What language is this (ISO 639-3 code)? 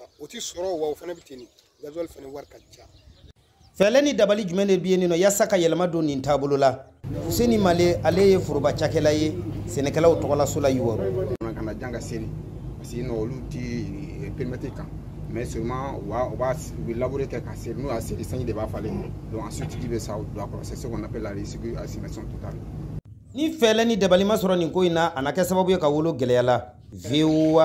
bam